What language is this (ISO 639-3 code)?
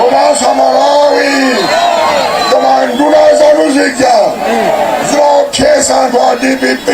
nya